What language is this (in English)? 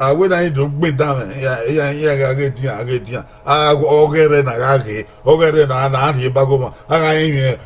Bini